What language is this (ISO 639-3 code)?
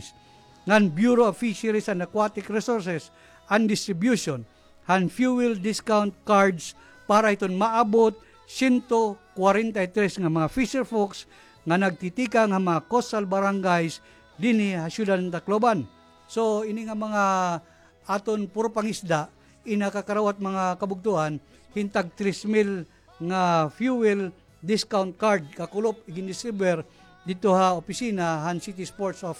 war